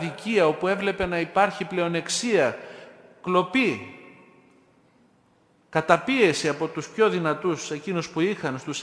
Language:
Greek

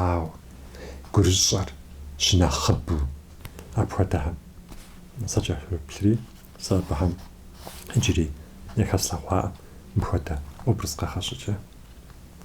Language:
Kabardian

